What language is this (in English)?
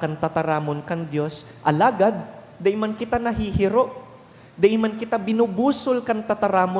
Bikol